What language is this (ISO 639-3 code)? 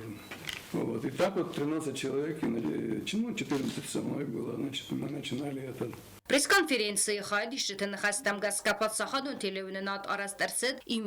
oss